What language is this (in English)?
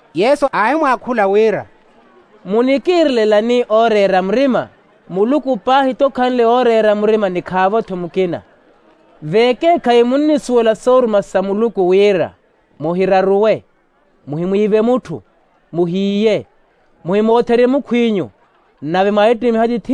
Makhuwa